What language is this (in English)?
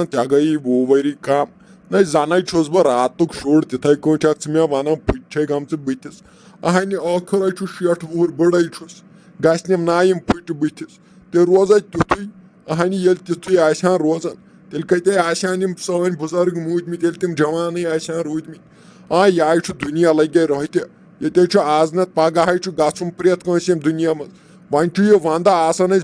Kashmiri